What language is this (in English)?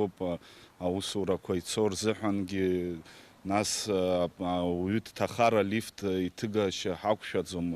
Abkhazian